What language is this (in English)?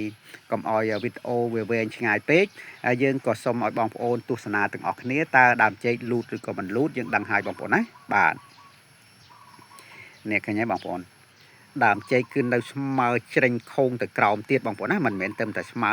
Khmer